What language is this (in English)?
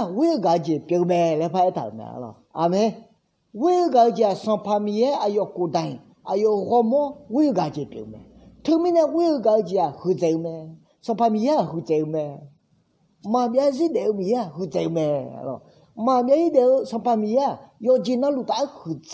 Akha